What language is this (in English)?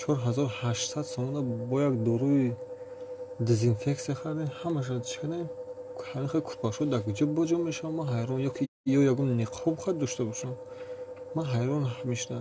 Tajik